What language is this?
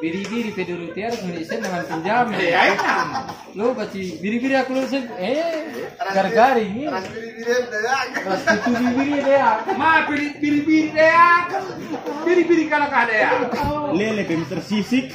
Batak Karo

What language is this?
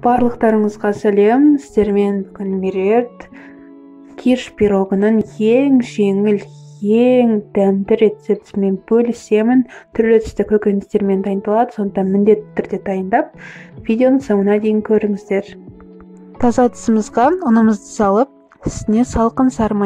Kazakh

